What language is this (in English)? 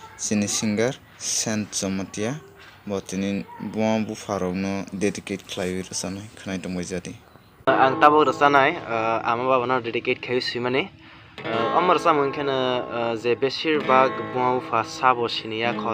Kok Borok